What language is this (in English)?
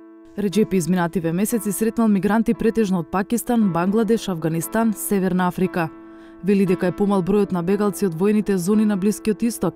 Macedonian